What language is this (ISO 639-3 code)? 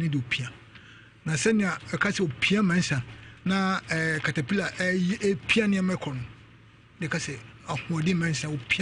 aka